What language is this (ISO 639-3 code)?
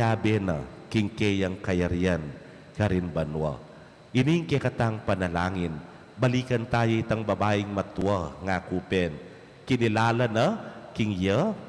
pam